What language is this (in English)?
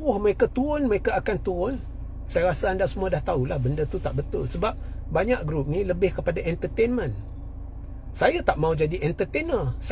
Malay